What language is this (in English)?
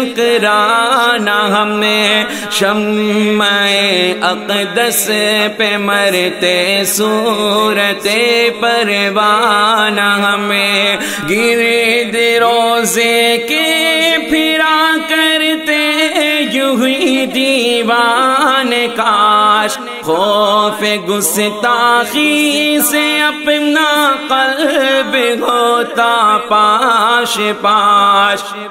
Urdu